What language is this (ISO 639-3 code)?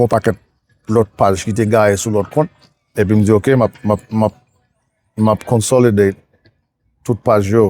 hat